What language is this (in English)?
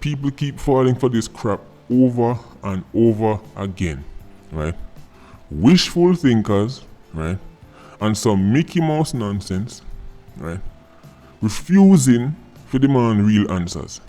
Jamaican Creole English